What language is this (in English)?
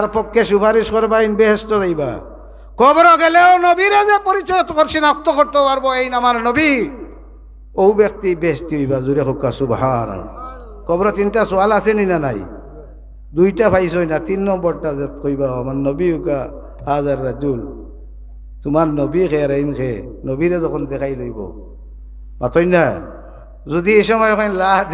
Sylheti